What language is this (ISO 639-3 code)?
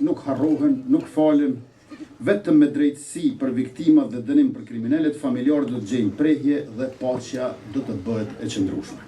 sqi